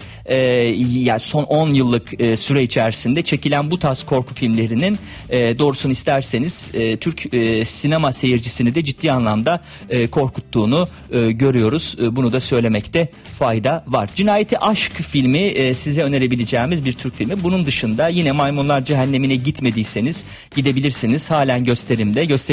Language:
Turkish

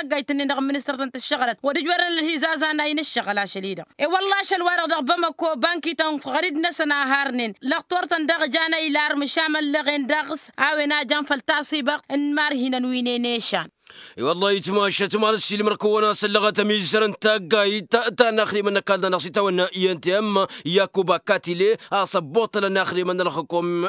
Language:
Tamasheq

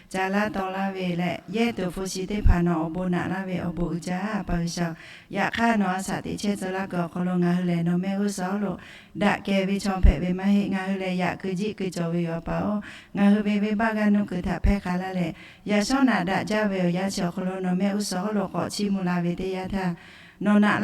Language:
Lahu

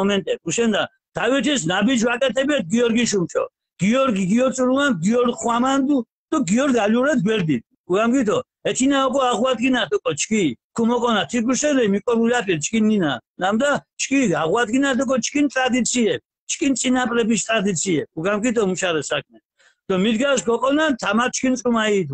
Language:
Mingrelian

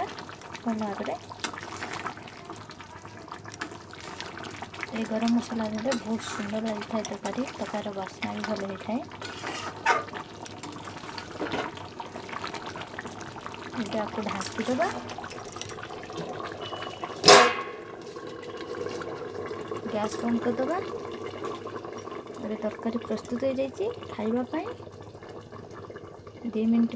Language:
Odia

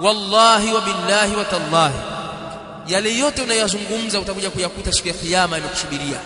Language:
Swahili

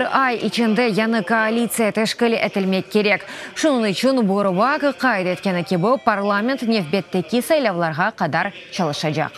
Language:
Crimean Tatar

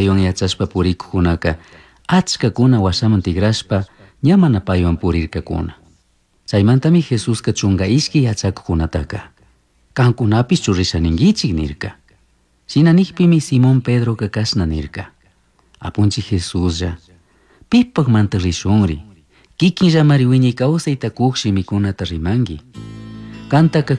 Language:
Chimborazo Highland Quichua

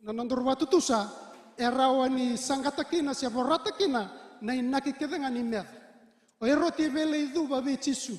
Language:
Fijian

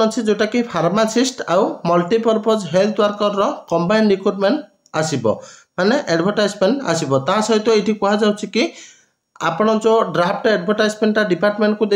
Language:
Odia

